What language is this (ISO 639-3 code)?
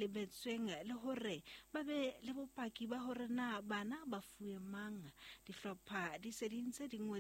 sot